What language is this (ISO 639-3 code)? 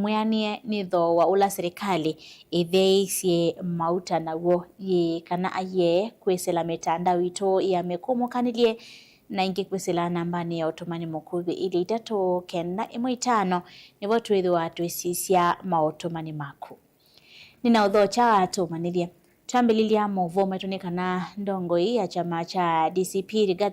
kam